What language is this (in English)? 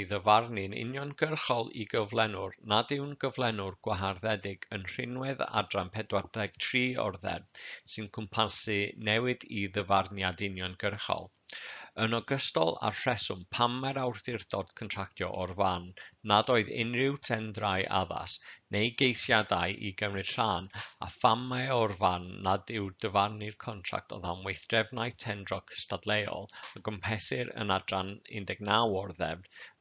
Welsh